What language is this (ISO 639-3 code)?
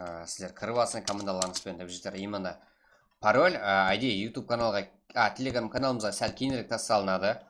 kaa